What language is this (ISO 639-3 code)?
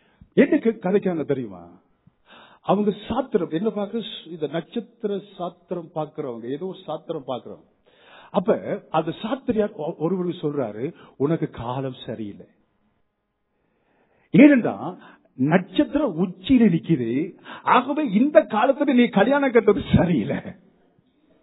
tam